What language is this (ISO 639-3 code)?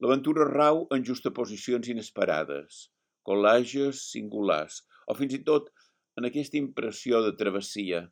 cat